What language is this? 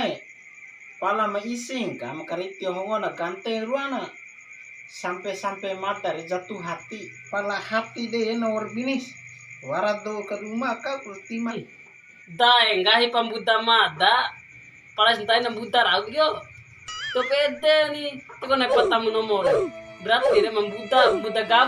Bima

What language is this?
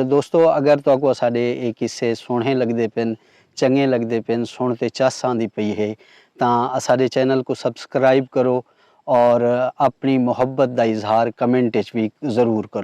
Saraiki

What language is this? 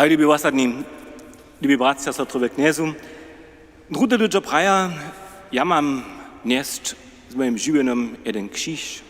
Upper Sorbian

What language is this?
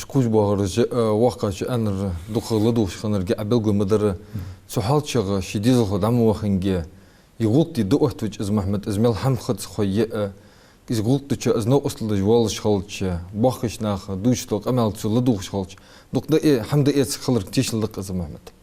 Ingush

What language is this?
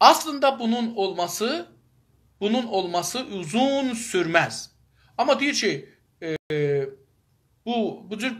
South Azerbaijani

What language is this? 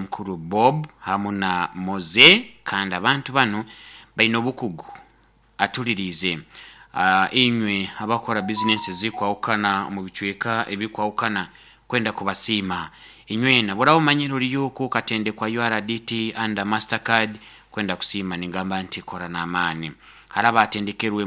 Nyoro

